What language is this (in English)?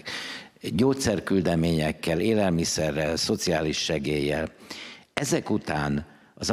Hungarian